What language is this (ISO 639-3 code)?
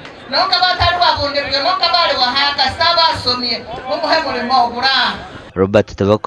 nyn